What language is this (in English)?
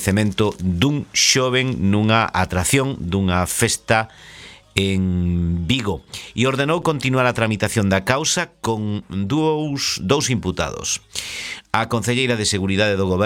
Galician